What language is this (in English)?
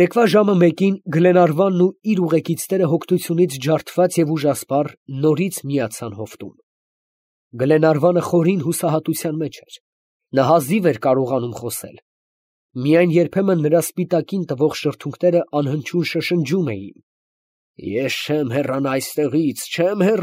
Armenian